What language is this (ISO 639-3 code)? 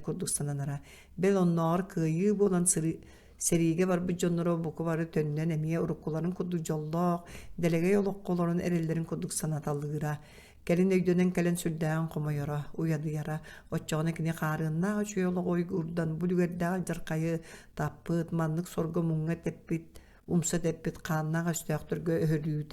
sah